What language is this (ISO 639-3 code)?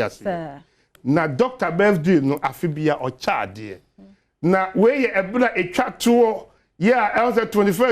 aka